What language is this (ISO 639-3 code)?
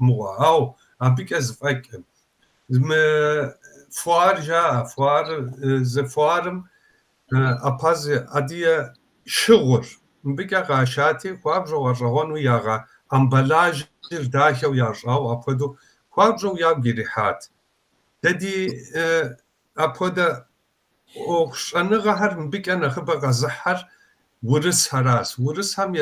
kbd